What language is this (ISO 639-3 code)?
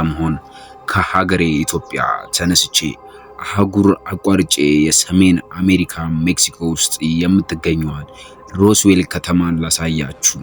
amh